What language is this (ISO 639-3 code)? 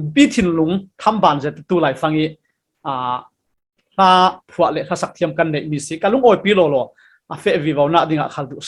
cfm